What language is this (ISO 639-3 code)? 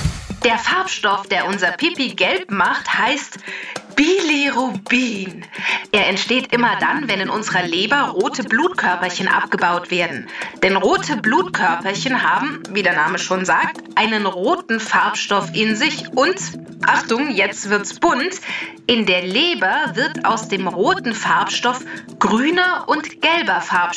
deu